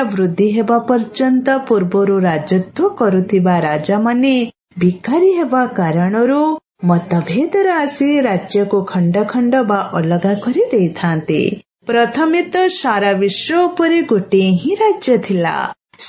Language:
Odia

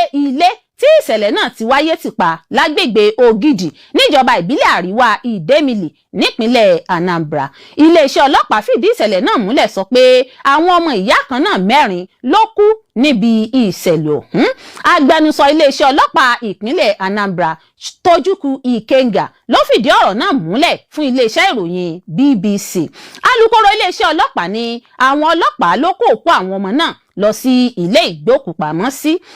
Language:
Yoruba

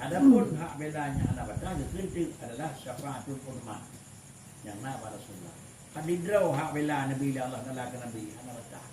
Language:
Achinese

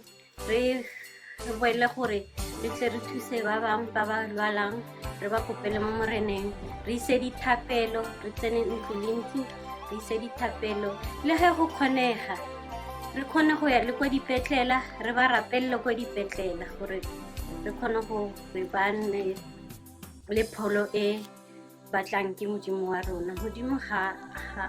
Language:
Tswana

